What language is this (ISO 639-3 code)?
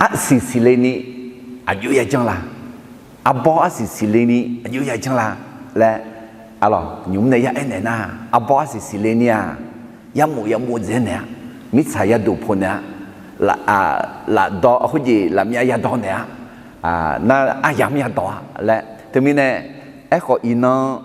ahk